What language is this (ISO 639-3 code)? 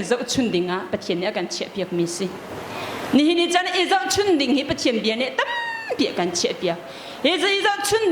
cnh